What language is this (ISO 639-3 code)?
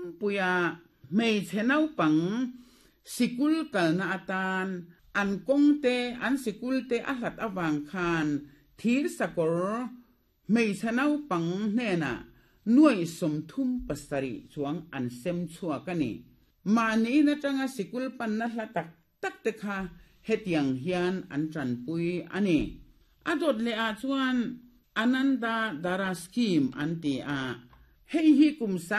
lus